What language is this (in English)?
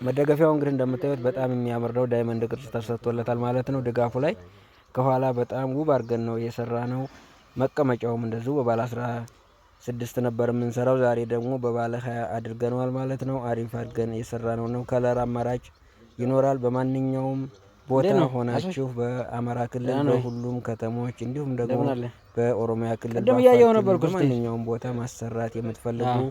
Amharic